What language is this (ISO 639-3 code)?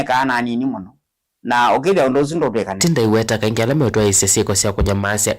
kam